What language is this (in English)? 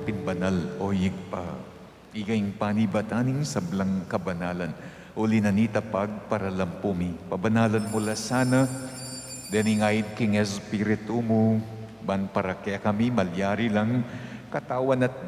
Pampanga